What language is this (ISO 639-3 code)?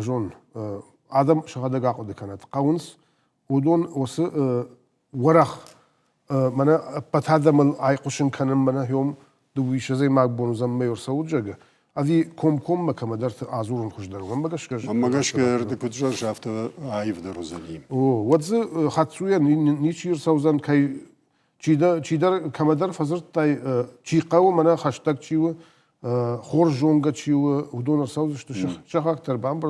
oss